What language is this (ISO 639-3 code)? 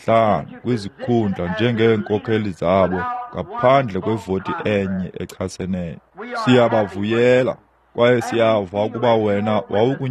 xho